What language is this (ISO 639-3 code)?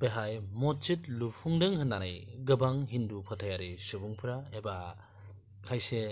brx